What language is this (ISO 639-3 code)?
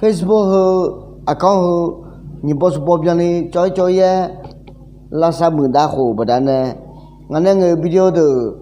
ahk